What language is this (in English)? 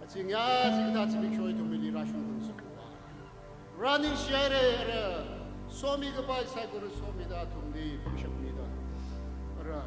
Tangkhul Naga (India)